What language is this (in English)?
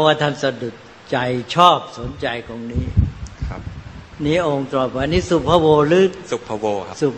Thai